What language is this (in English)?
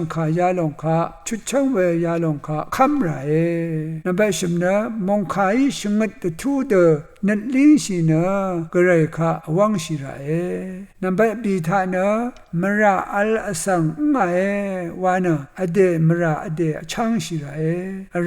Rawang